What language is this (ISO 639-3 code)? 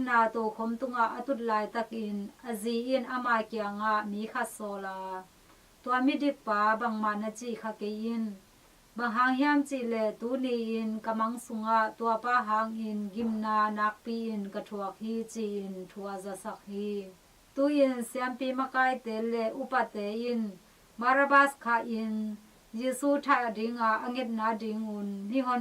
ctd